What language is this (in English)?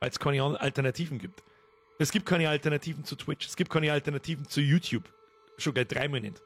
Bavarian